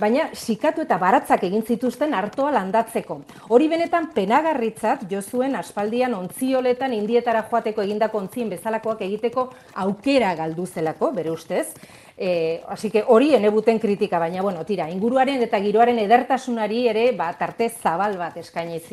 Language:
Basque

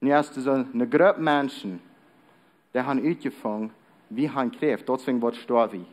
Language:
Plautdietsch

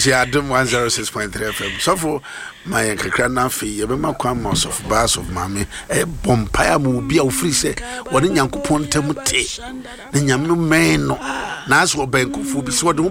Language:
Akan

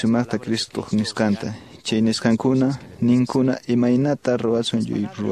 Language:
Quechua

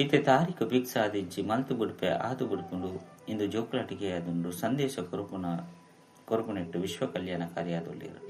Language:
Tulu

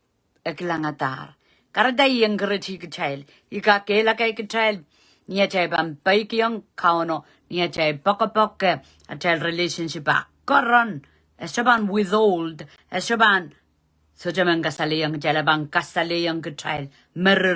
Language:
Pohnpeian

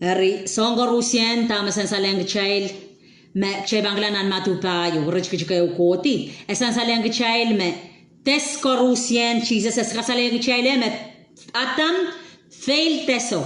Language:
Pohnpeian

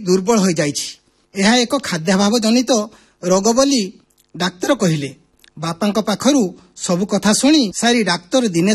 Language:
Odia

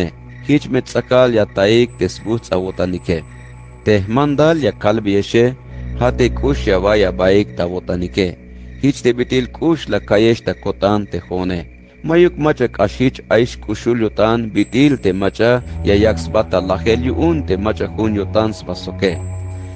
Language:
Tzeltal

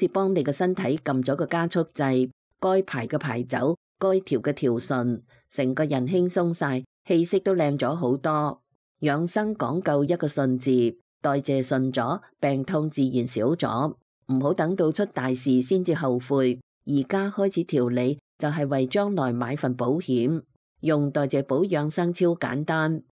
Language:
Cantonese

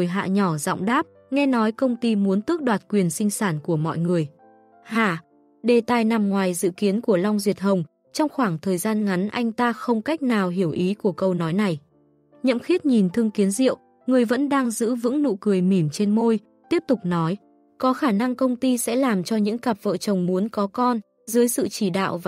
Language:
Vietnamese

